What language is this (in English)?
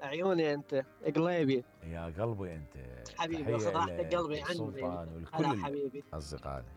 Mesopotamian Arabic